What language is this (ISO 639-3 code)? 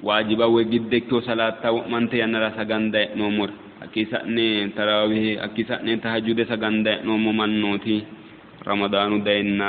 sid